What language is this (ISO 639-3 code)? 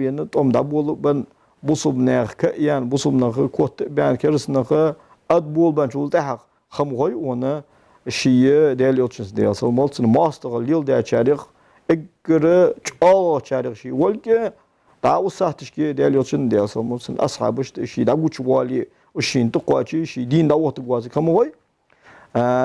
inh